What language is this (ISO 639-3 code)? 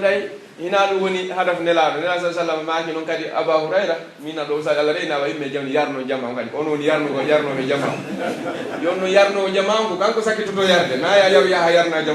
fuf